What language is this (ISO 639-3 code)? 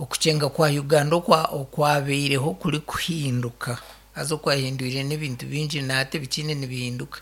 nyn